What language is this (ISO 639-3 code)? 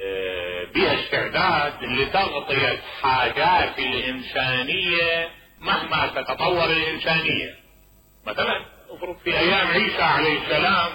acm